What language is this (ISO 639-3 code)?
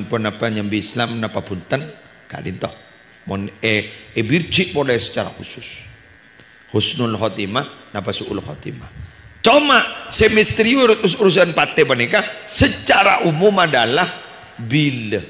mad